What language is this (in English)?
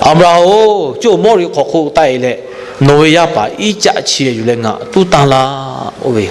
Lahu